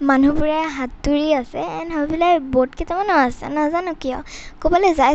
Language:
Assamese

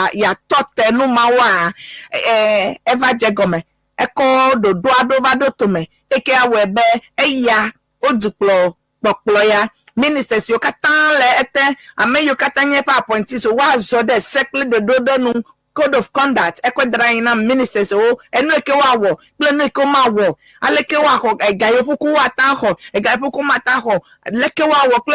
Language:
Ewe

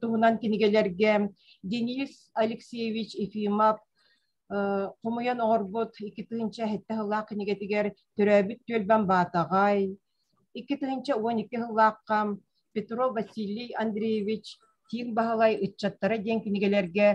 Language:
Yakut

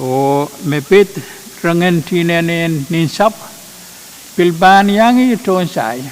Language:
Pohnpeian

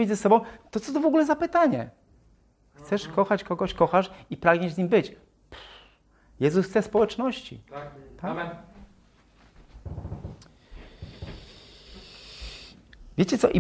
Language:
Polish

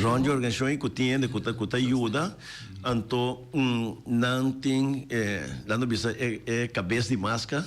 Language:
Papiamento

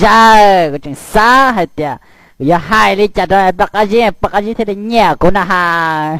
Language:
Hmong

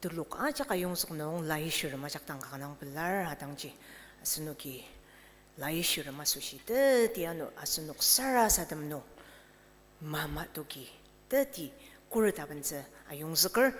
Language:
Ao Naga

